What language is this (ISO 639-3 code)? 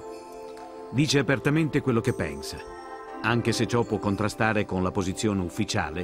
ita